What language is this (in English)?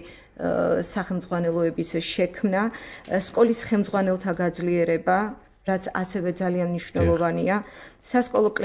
Georgian